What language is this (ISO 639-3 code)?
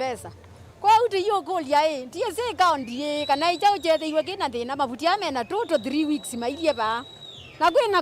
kam